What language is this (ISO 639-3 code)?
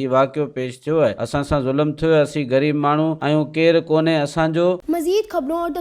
snd